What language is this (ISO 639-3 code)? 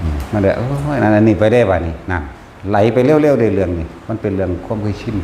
tts